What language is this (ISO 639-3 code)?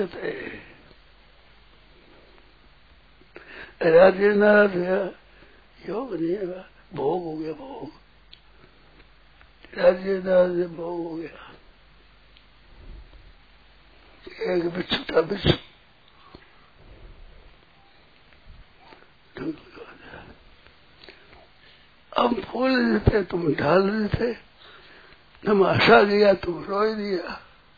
hin